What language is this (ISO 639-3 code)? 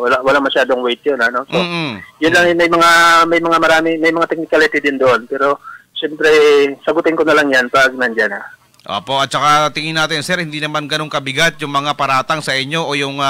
fil